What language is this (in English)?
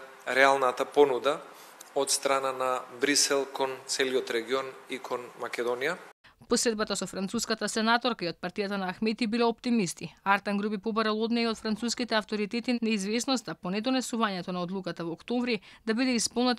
Macedonian